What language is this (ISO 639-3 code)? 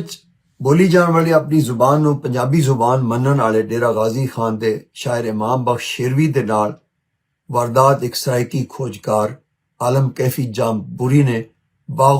lah